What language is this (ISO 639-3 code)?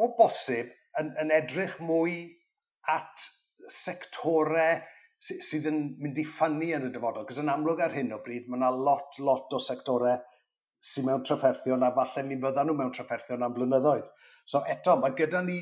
cym